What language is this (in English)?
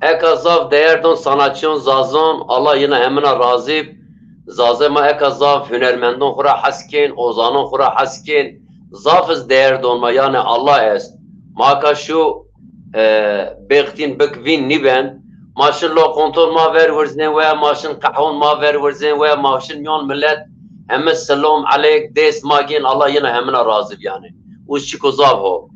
Zaza